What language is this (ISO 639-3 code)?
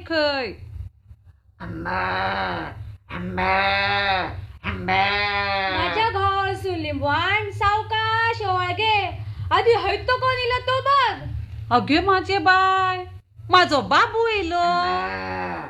mar